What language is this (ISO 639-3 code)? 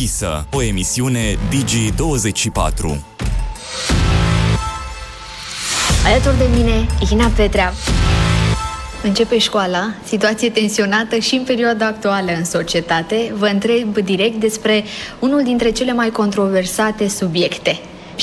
ron